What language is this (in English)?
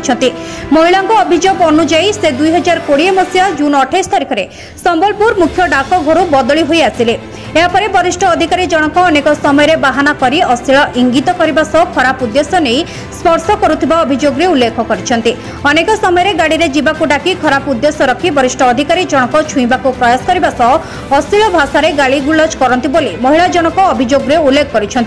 Odia